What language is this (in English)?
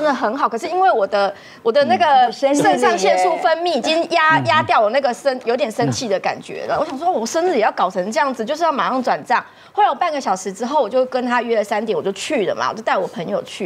Chinese